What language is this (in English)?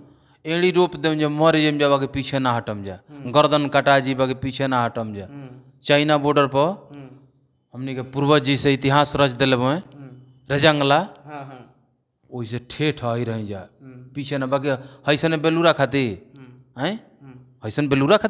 Bhojpuri